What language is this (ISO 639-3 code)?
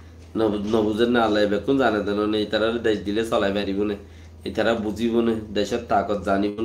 rhg